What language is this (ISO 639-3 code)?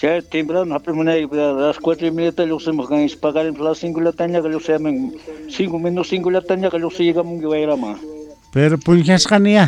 quh